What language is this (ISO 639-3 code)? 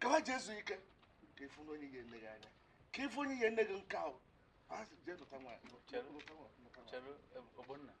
ibo